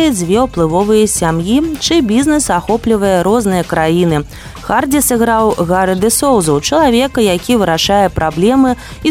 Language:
Belarusian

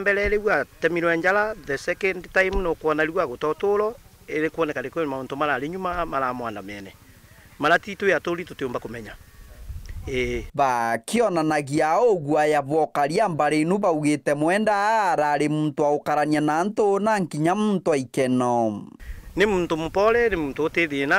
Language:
Meru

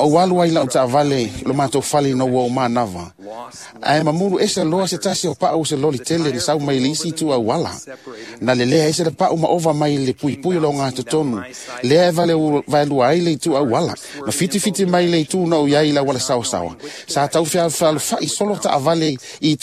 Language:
Samoan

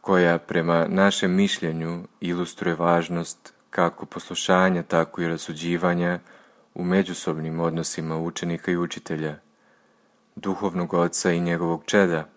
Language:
Serbian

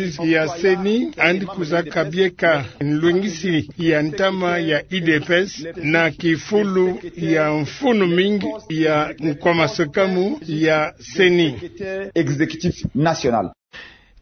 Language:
Kituba (Democratic Republic of Congo)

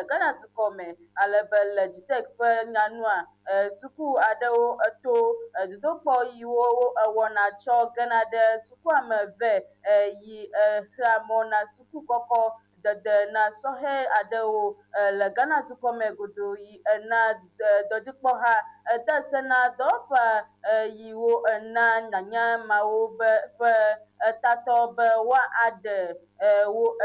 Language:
Ewe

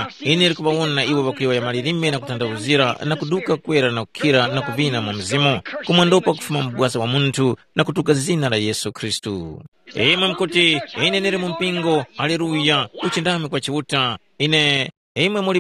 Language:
Tumbuka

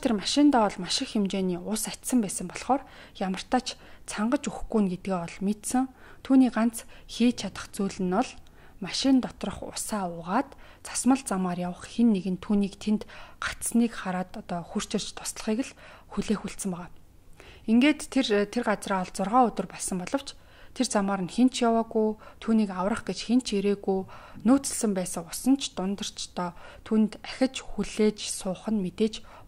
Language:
Mongolian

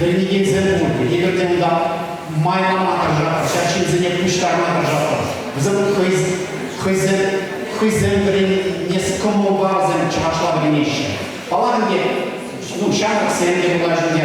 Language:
Chuvash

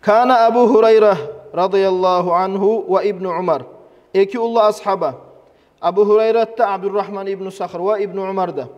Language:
Kumyk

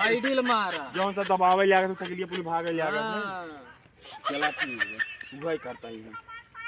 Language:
Awadhi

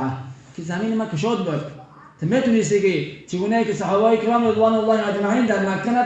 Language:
Tajik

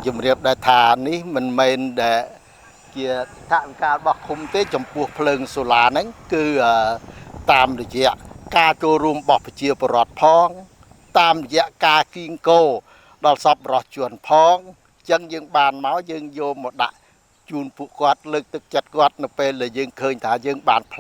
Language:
Khmer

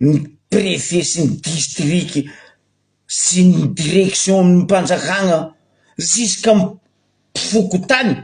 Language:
Malagasy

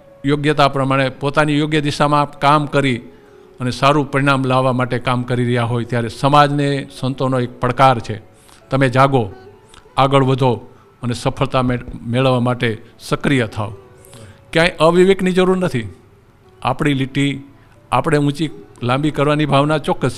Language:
Gujarati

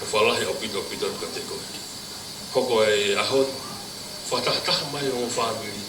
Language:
Tongan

